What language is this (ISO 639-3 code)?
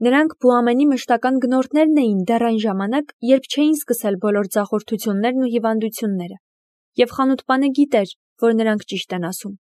hye